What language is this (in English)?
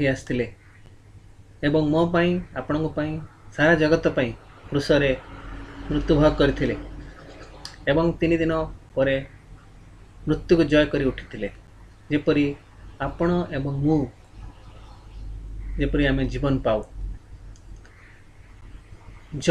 Odia